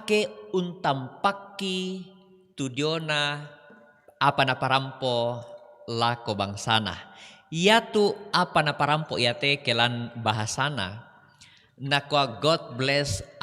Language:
Toraja-Sa'dan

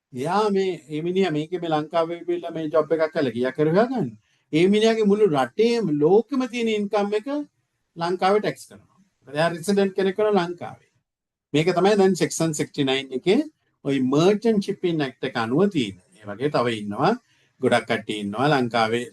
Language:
Sinhala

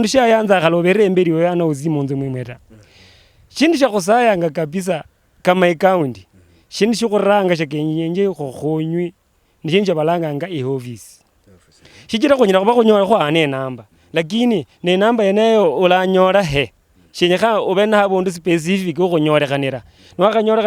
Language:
Luyia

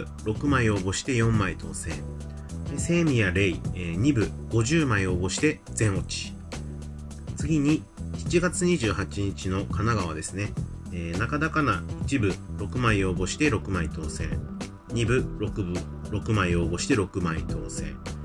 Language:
Japanese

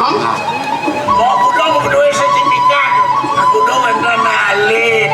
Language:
Balinese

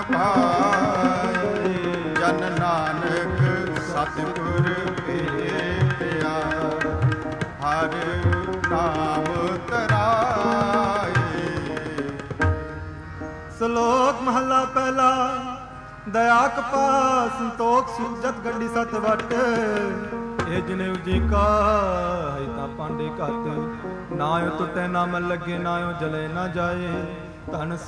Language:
Punjabi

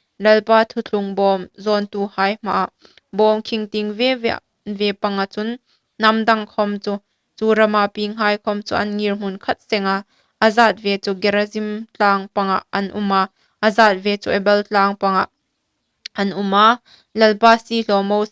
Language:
Hmar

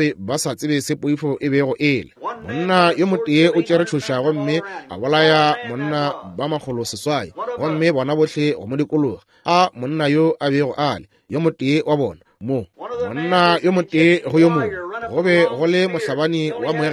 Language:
Northern Sotho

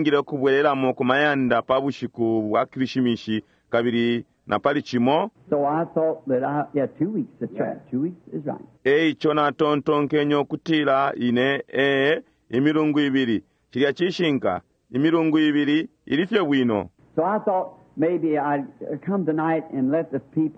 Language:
Bemba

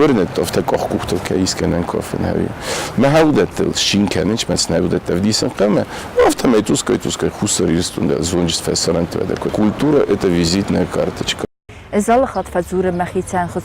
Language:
Ossetic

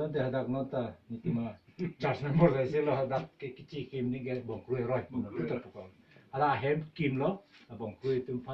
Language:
Karbi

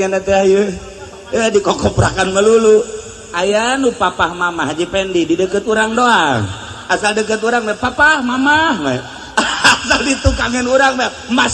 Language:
Sundanese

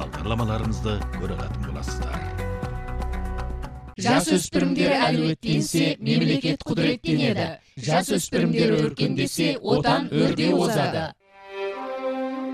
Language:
Kazakh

